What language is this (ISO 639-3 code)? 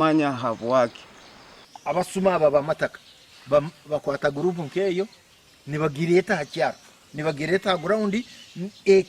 nyn